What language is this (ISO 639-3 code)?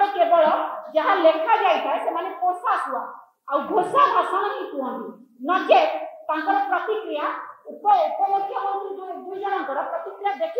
ori